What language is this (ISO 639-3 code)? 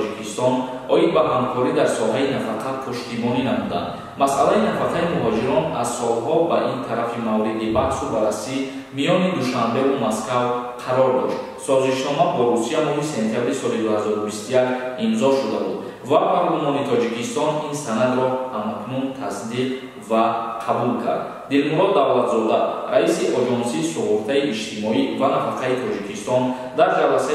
tgk